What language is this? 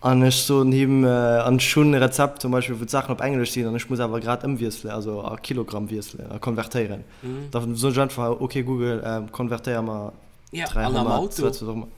Luxembourgish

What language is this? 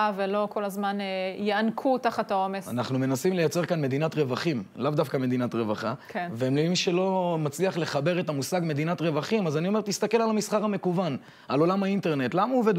Hebrew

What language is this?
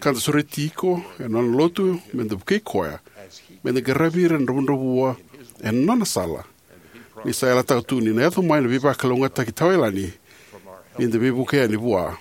Fijian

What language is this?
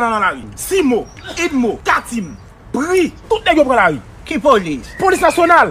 Haitian Creole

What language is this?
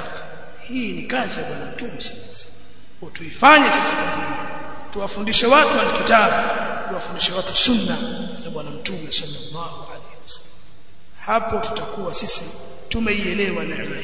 Swahili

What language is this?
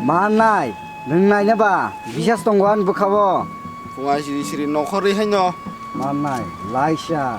Kok Borok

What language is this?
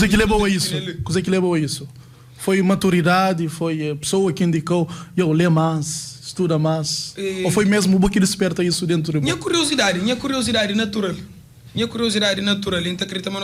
Kabuverdianu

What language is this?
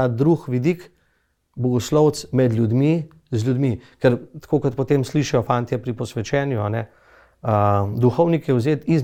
Slovenian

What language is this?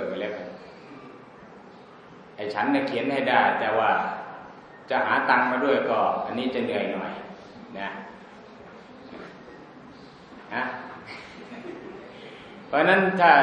Thai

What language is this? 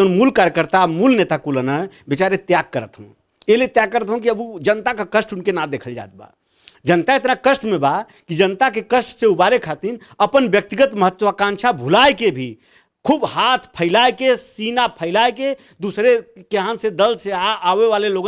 Bhojpuri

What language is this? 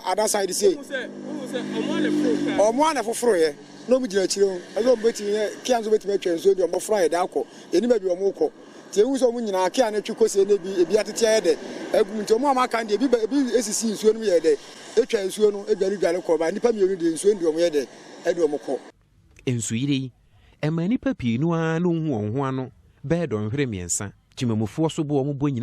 Akan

